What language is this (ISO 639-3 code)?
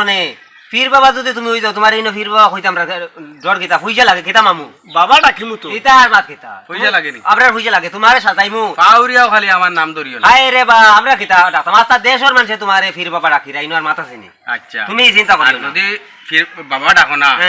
syl